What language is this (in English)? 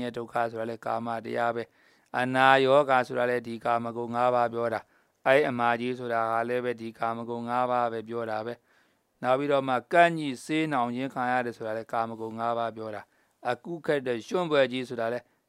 Burmese